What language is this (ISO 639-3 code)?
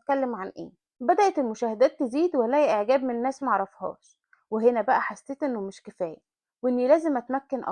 arz